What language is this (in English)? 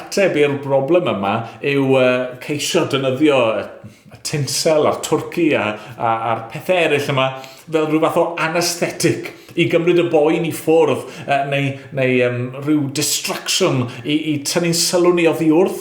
Welsh